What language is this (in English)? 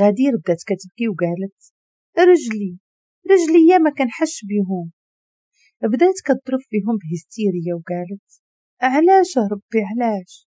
Moroccan Arabic